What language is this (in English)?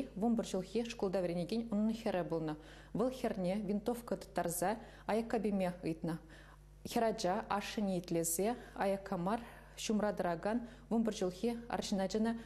Chuvash